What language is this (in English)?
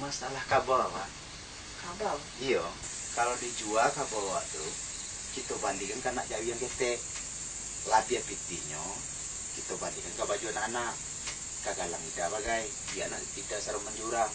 Minangkabau